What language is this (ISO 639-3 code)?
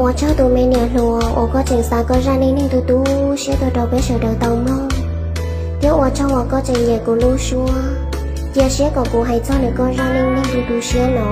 hmn